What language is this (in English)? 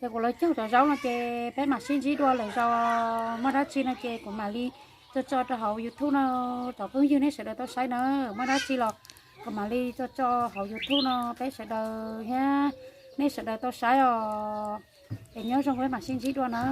Hmong